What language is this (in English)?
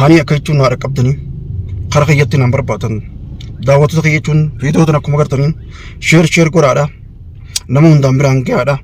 Oromo